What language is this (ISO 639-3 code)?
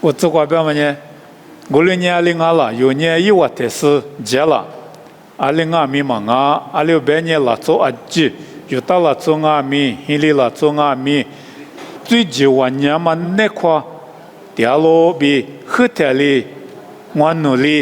lis